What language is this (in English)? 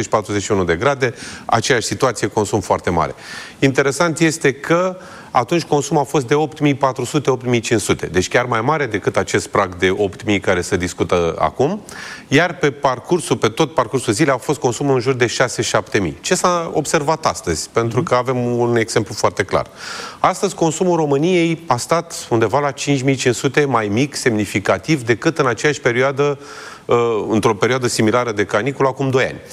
Romanian